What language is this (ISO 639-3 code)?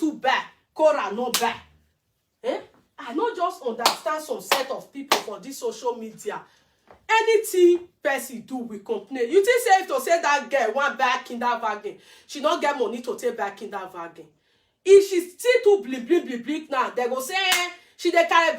pcm